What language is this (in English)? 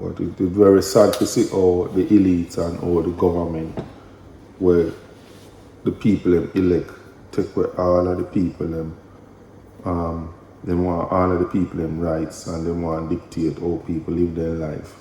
Jamaican Creole English